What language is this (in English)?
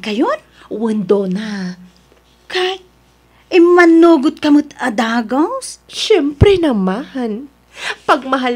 Iloko